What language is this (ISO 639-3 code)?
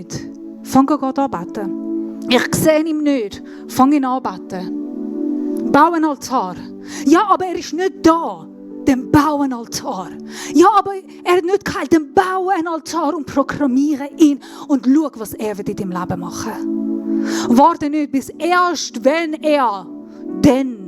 gsw